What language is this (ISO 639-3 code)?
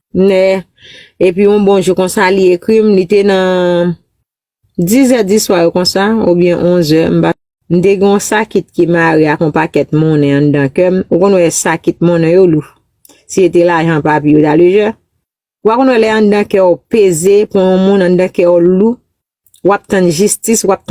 hat